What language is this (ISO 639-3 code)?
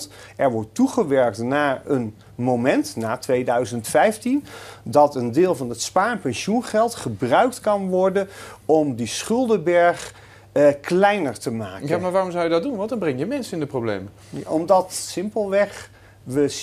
nld